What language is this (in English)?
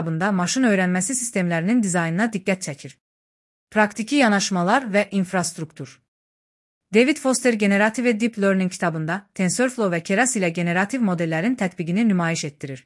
Azerbaijani